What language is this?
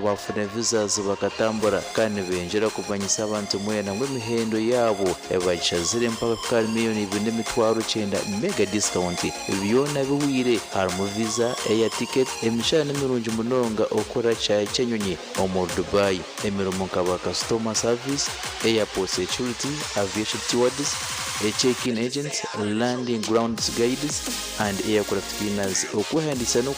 Nyankole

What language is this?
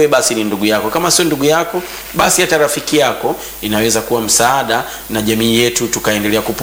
Swahili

